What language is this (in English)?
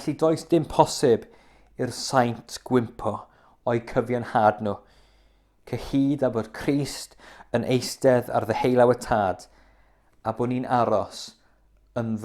Welsh